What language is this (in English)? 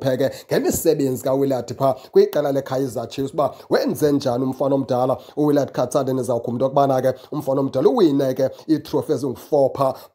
Xhosa